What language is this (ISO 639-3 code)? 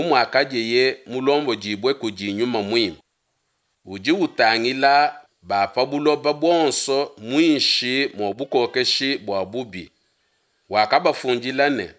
lua